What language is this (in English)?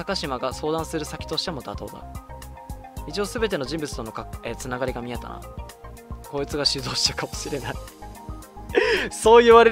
Japanese